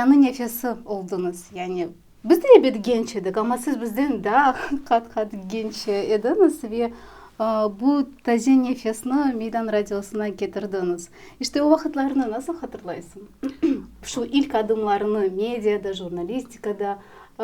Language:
Crimean Tatar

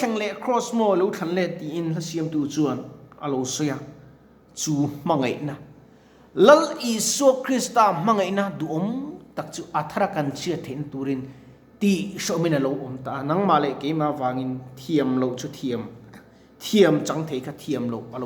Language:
Mizo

